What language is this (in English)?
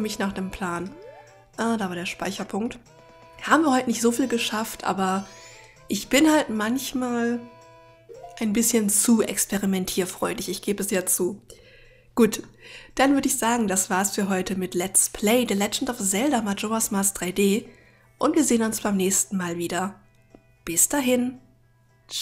German